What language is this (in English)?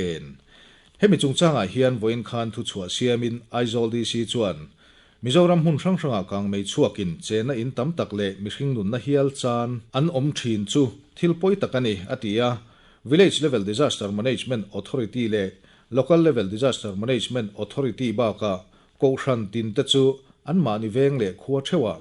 Mizo